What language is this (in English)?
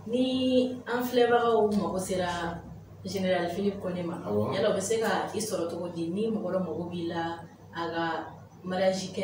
Bambara